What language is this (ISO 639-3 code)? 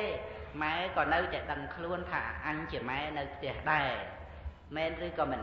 khm